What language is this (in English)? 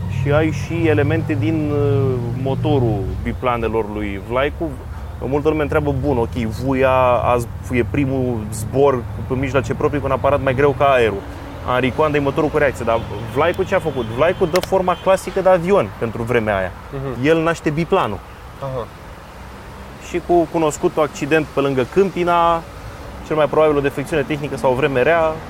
Romanian